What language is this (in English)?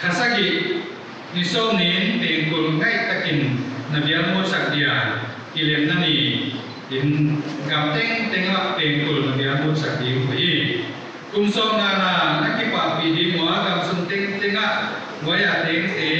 Paite Chin